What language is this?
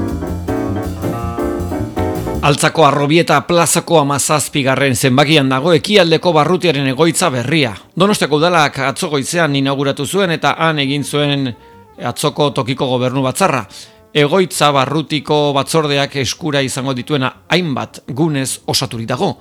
Basque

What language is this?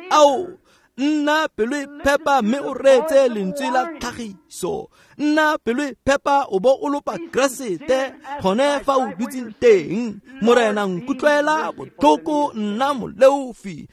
Tswana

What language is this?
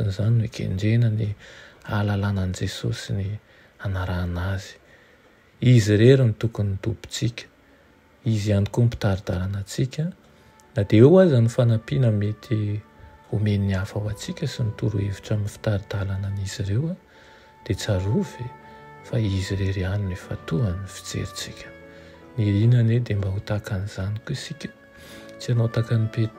Malagasy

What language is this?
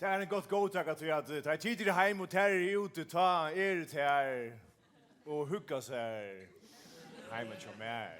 Faroese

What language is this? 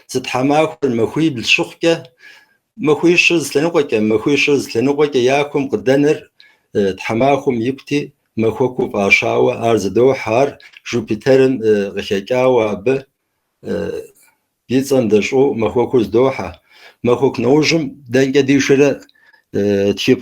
Kabardian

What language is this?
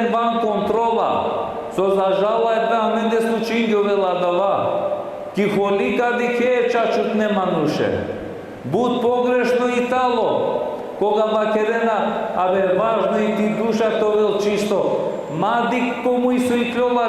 Balkan Romani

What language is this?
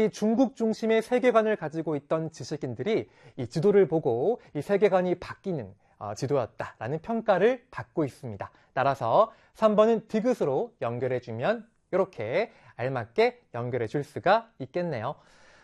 Korean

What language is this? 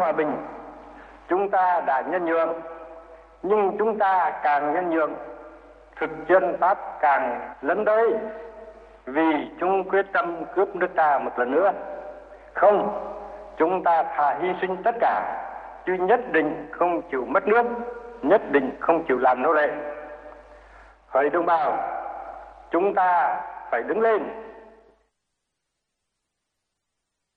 Vietnamese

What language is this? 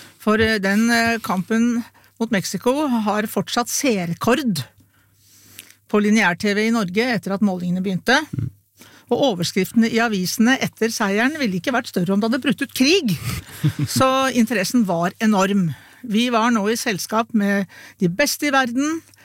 Norwegian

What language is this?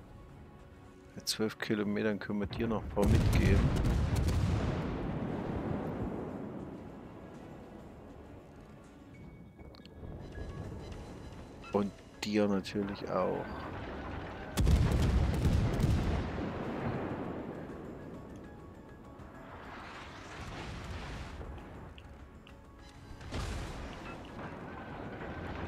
German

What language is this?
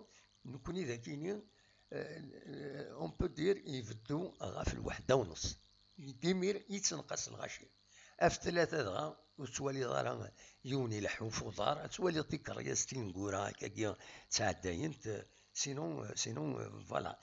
Kabyle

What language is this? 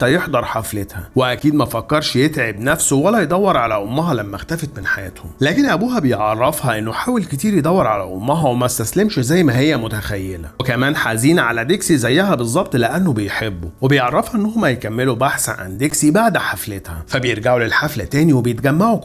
Egyptian Arabic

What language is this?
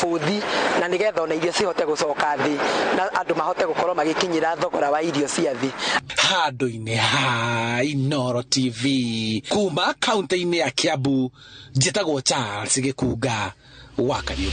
Kikuyu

